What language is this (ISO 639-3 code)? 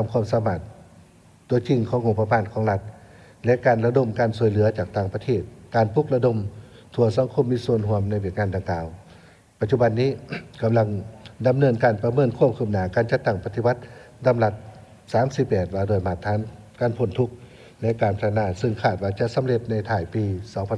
lao